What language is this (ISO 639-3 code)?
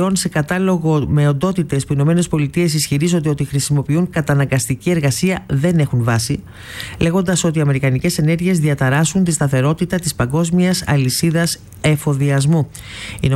ell